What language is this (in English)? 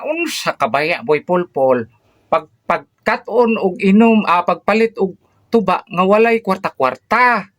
Cebuano